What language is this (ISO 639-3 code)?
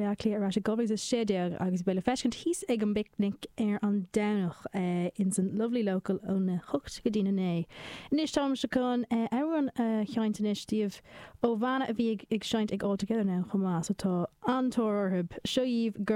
gle